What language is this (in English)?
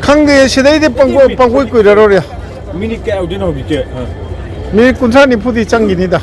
Manipuri